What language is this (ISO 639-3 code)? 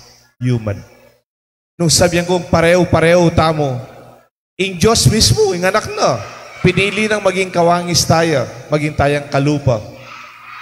pam